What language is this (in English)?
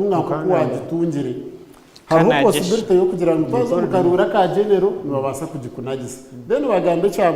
Nyankole